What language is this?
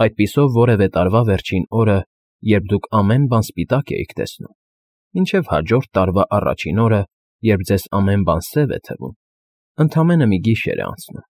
Armenian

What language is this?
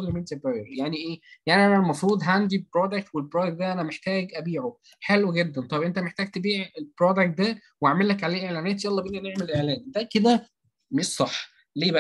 Egyptian Arabic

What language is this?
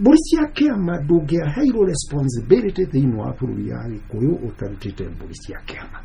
Kikuyu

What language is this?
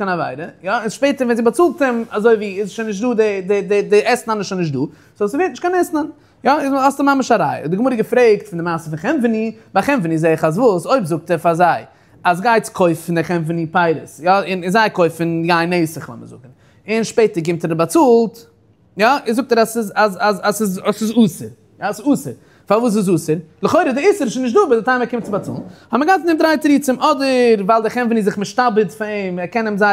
Yiddish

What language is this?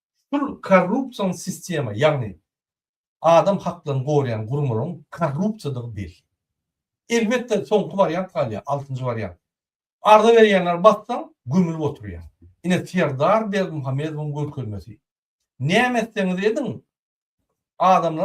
Turkmen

